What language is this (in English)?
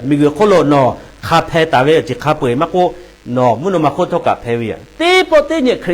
Lahu